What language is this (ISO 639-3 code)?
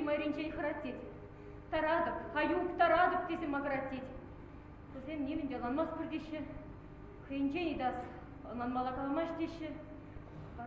chv